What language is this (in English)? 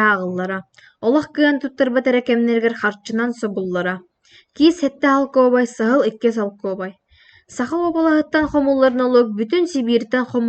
Yakut